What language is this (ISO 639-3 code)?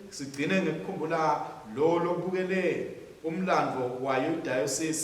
ssw